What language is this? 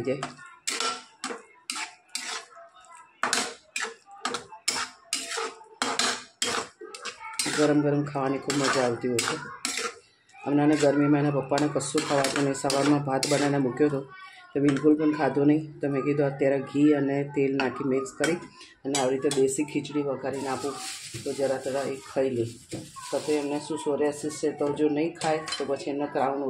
Gujarati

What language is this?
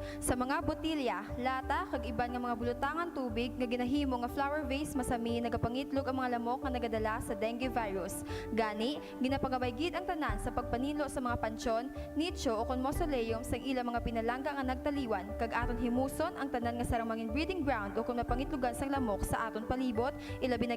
Hiligaynon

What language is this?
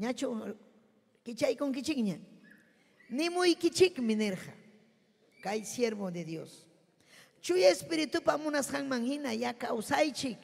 Ayacucho Quechua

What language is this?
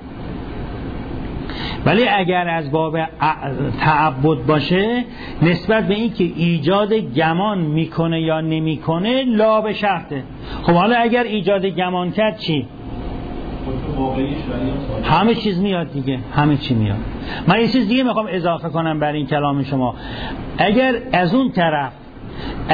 Persian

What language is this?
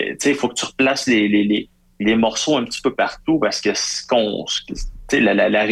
French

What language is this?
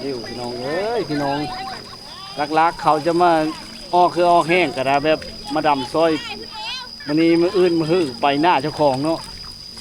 Lao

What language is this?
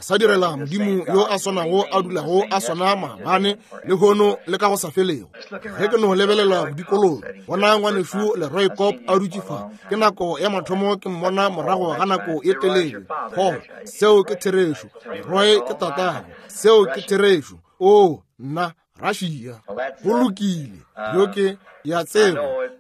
Northern Sotho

